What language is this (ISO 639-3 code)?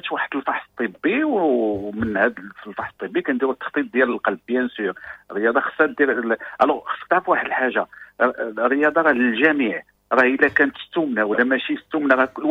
ary